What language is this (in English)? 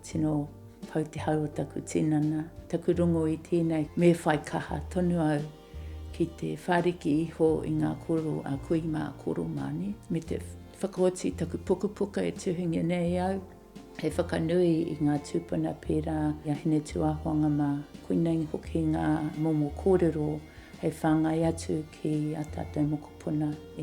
Māori